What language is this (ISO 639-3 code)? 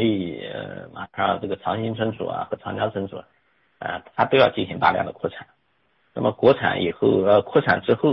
zho